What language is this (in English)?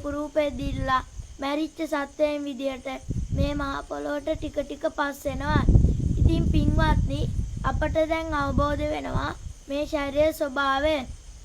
Sinhala